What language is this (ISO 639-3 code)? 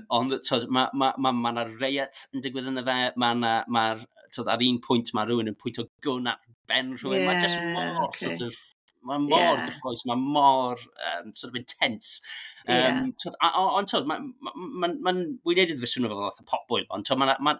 cym